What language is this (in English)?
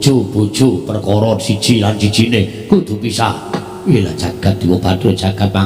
Javanese